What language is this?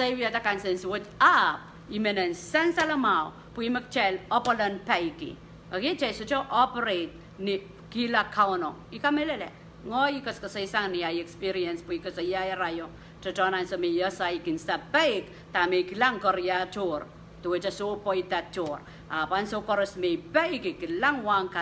Pohnpeian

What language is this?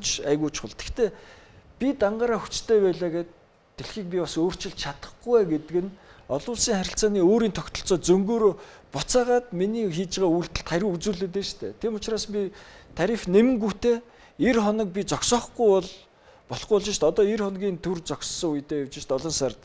Mongolian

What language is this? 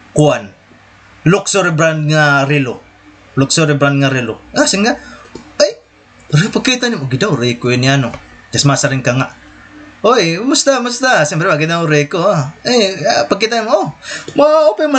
Waray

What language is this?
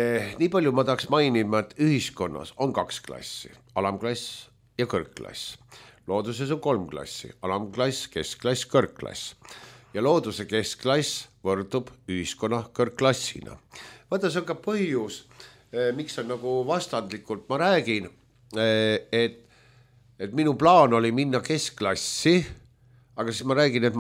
Estonian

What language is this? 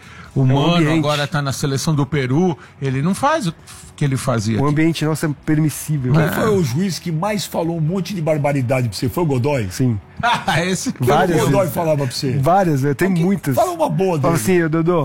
Portuguese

